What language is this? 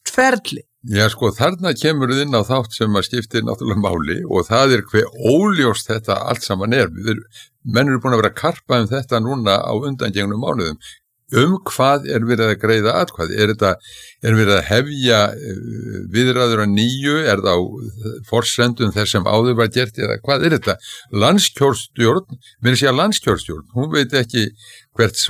Icelandic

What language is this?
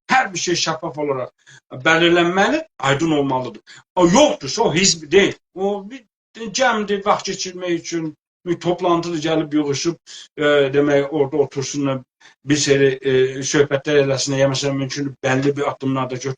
South Azerbaijani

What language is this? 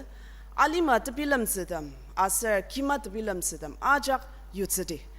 Ao Naga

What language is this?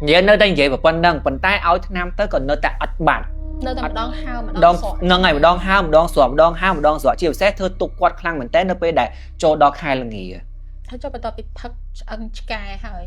Khmer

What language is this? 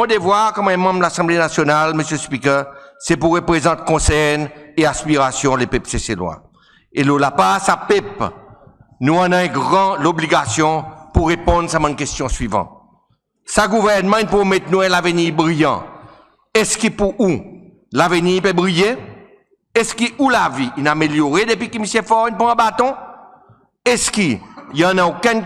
Seselwa Creole French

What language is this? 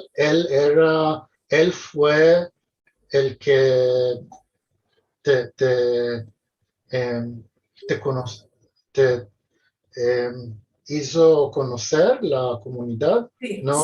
Ladino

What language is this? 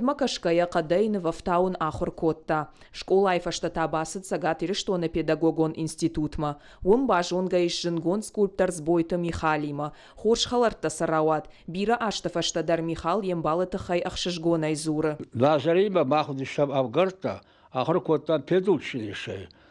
Ossetic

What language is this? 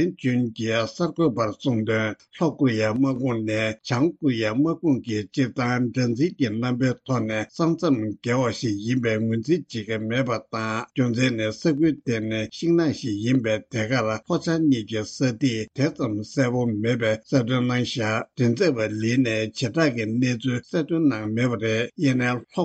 Tibetan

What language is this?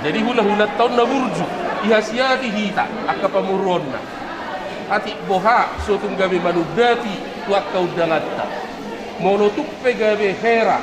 Batak Toba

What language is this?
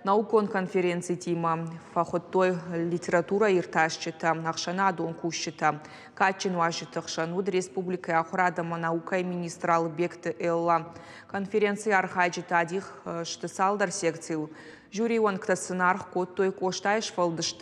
Ossetic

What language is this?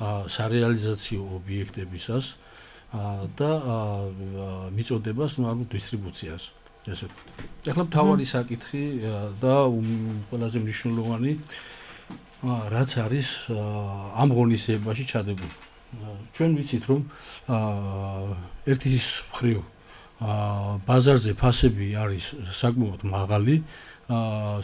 Georgian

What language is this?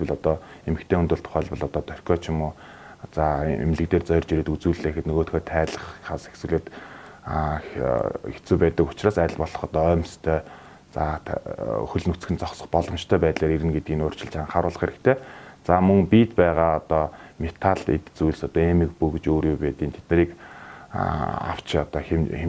Mongolian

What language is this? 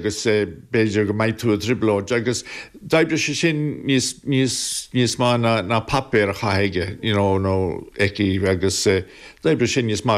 Irish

